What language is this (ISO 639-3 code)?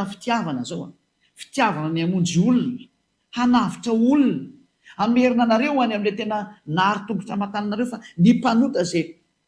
mlg